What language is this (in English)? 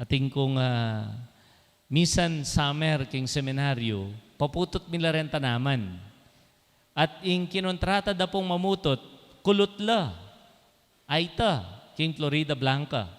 Pampanga